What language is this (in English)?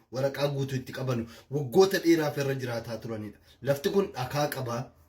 Oromo